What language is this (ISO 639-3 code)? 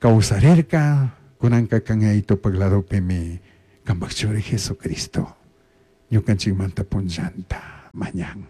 qug